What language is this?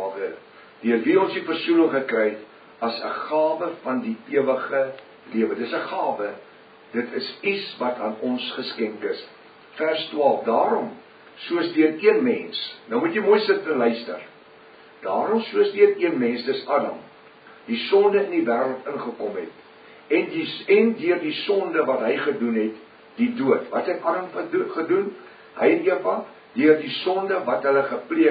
Afrikaans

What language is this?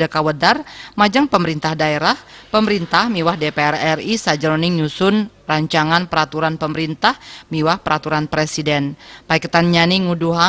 Balinese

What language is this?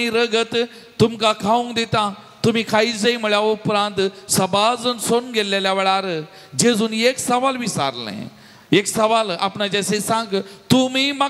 Konkani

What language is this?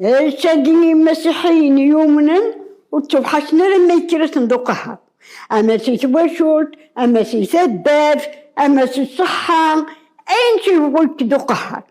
Kabyle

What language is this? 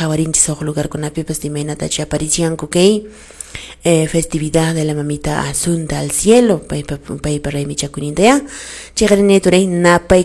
Quechua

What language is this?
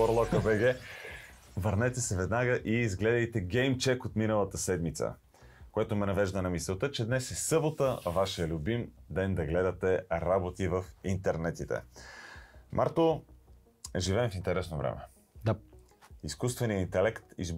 Bulgarian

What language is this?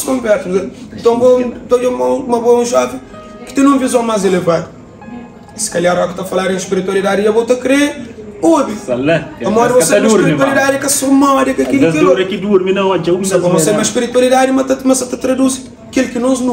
Kabuverdianu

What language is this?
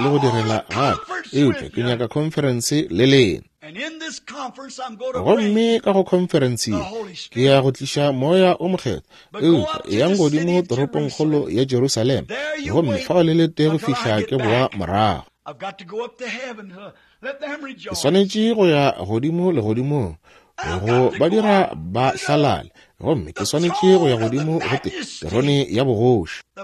Northern Sotho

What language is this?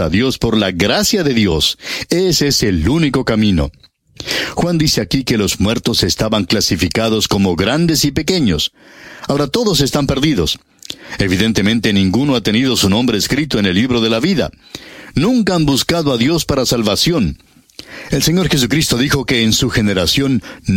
Spanish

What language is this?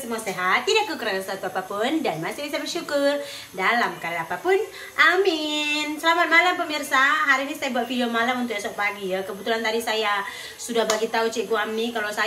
Malay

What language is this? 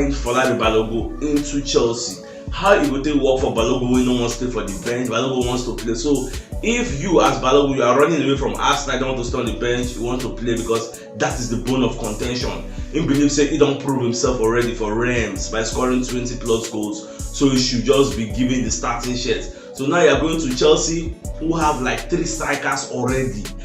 Nigerian Pidgin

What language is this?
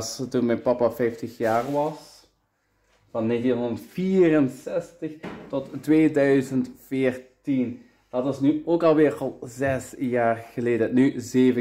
Dutch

